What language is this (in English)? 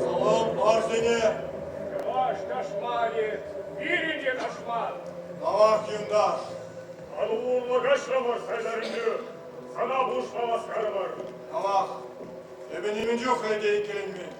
Chuvash